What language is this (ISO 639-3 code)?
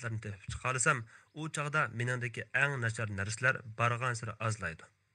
uig